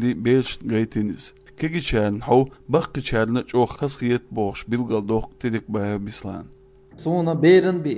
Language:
Chechen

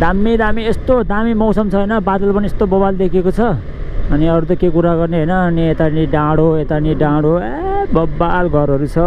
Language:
Nepali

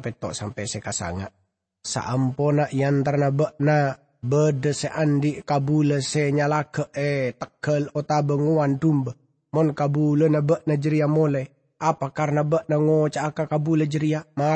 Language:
Madurese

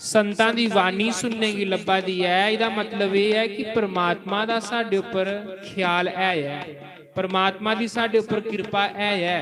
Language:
Dogri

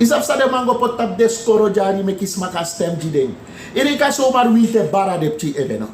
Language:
Sranan Tongo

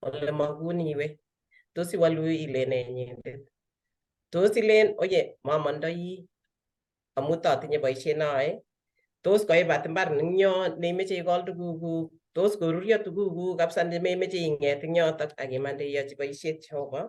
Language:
Kalenjin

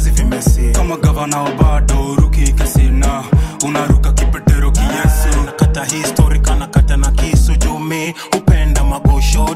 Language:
Swahili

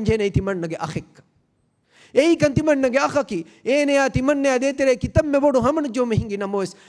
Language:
Divehi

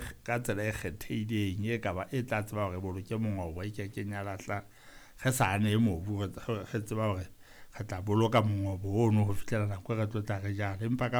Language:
Southern Sotho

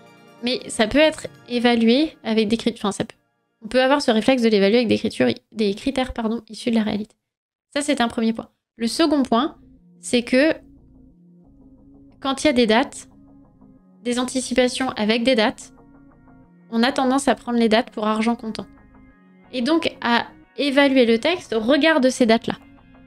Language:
French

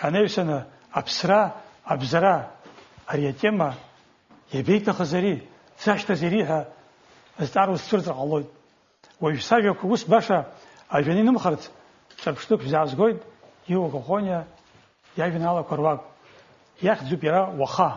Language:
Abkhazian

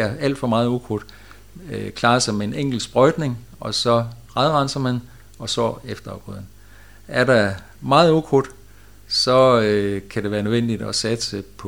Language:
Danish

